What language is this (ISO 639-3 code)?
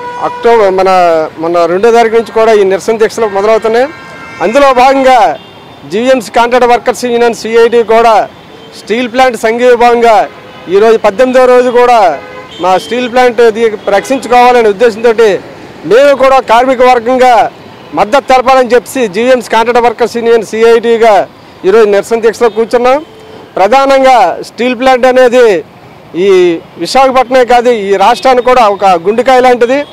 tel